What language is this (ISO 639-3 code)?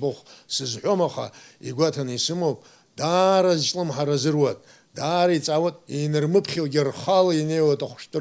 abk